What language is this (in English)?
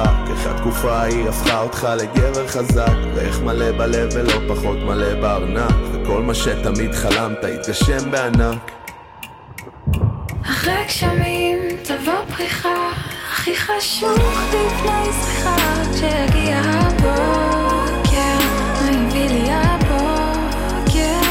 Hebrew